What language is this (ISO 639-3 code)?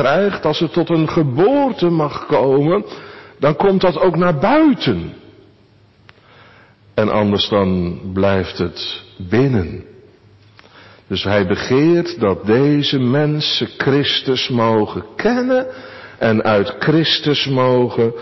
nld